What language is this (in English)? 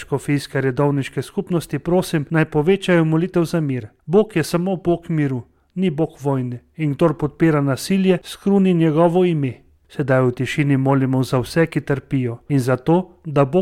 Slovenian